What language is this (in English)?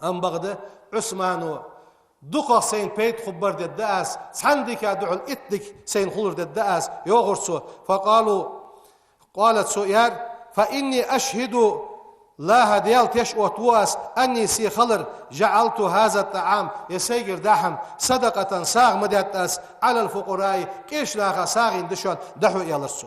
Ingush